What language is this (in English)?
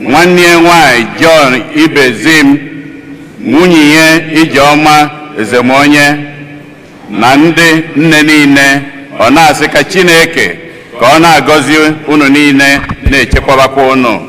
Igbo